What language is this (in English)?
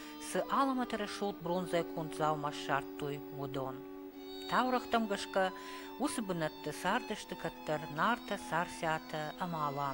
Ossetic